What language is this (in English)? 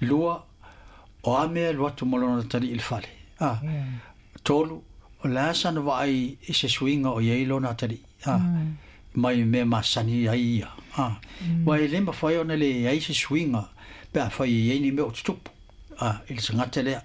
Samoan